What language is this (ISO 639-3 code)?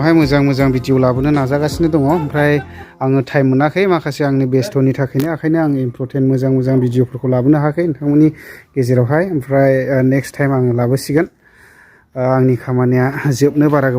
brx